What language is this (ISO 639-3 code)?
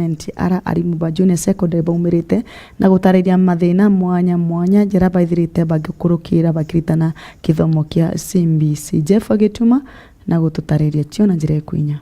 mer